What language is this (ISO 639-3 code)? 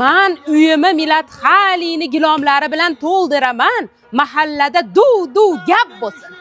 uzb